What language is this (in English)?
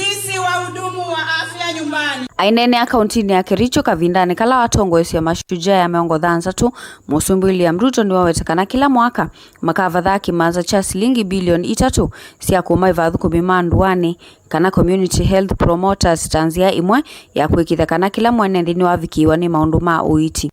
Kamba